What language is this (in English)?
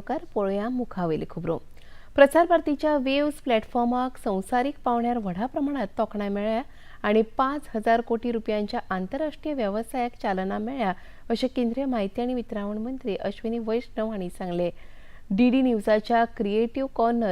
Konkani